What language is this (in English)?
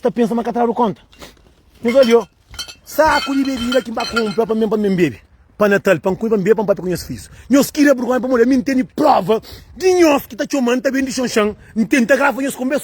Kabuverdianu